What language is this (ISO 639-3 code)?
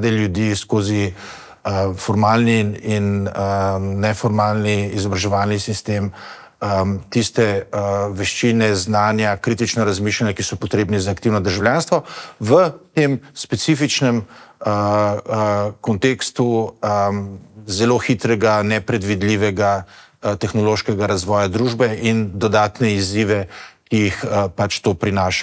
slv